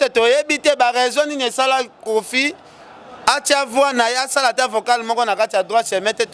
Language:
Lingala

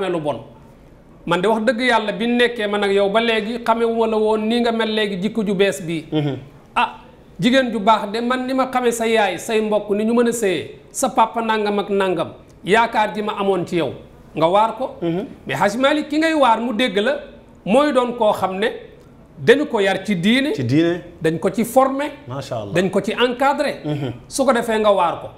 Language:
Wolof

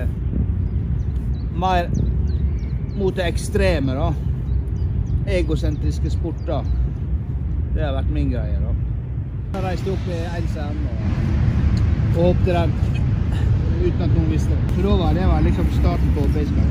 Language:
Norwegian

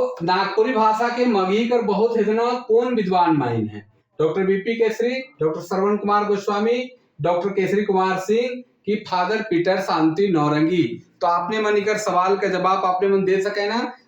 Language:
Sadri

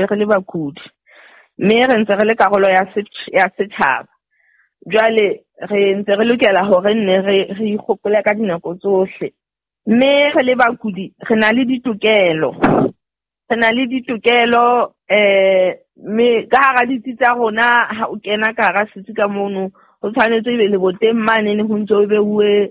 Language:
Southern Sotho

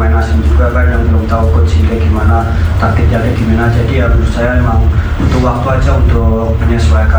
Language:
Indonesian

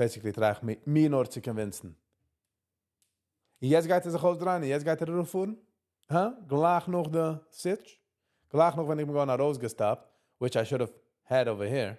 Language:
Yiddish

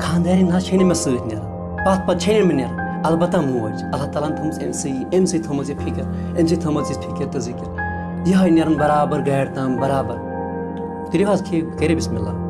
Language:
Kashmiri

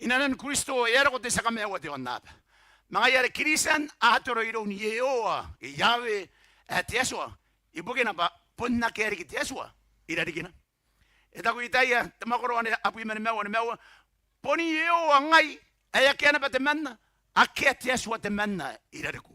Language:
Gilbertese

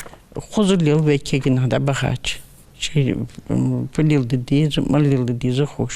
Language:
Ingush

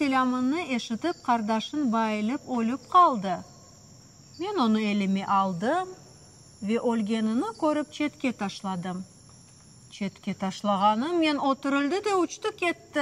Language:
Crimean Tatar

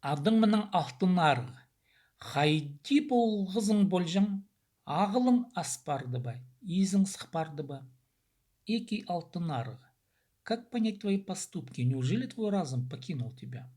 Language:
Khakas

